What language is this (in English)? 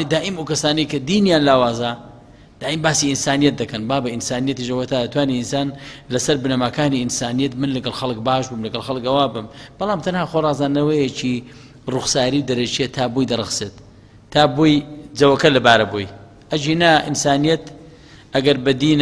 Central Kurdish